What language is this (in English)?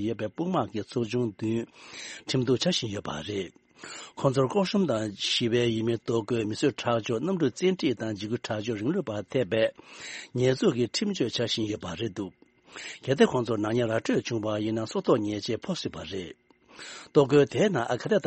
Tibetan